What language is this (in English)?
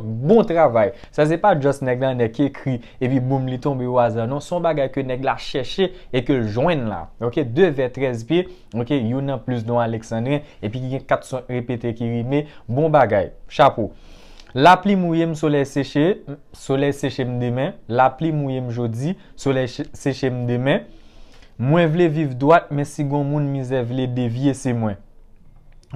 Haitian Creole